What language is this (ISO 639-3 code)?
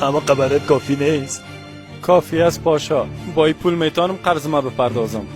tgk